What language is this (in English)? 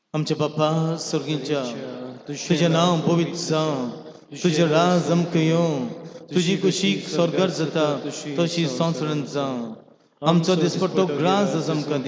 Konkani